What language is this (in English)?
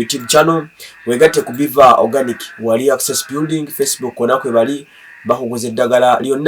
Ganda